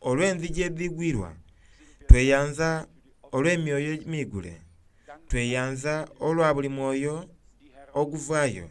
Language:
Soga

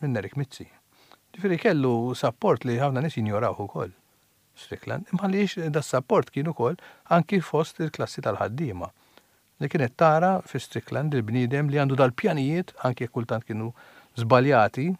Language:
Maltese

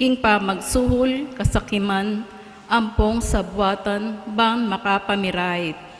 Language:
Pampanga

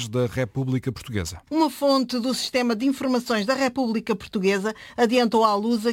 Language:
Portuguese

